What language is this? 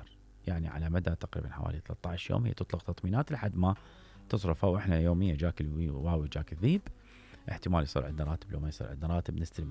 Mesopotamian Arabic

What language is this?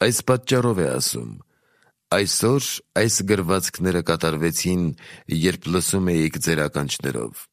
Armenian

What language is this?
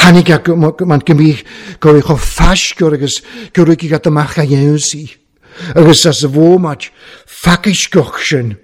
Welsh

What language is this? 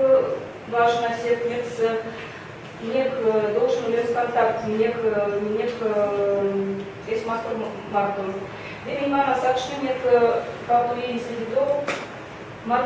Erzya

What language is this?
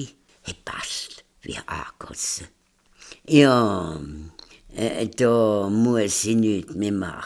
Swiss German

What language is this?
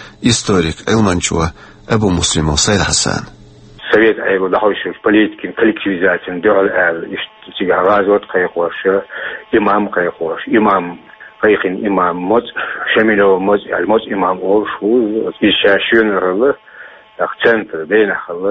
Chechen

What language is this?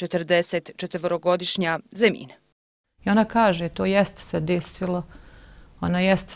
Bosnian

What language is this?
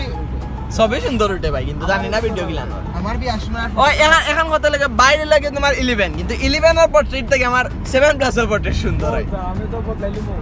Sylheti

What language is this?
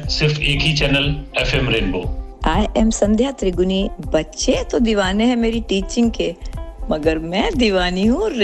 Hindi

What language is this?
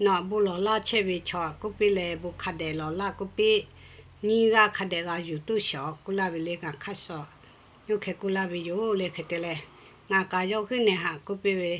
Lahu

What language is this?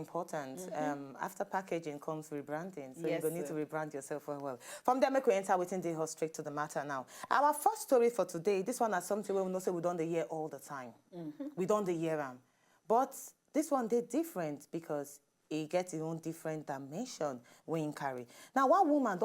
Nigerian Pidgin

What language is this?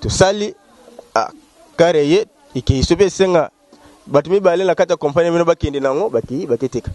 Lingala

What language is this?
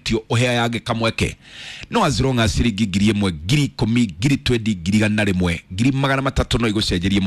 Kikuyu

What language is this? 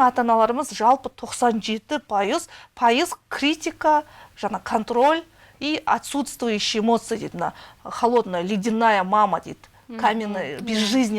Kazakh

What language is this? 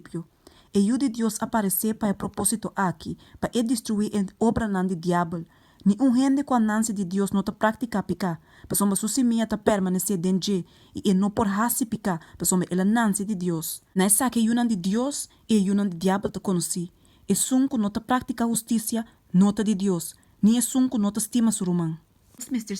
Papiamento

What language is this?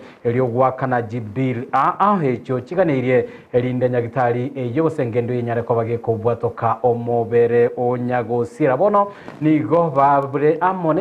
Gusii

